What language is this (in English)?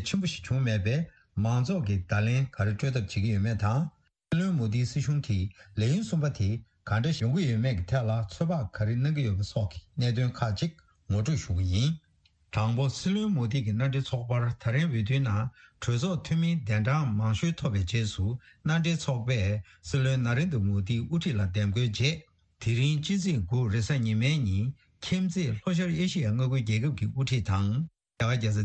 Tibetan